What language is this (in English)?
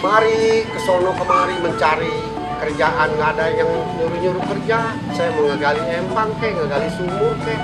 Betawi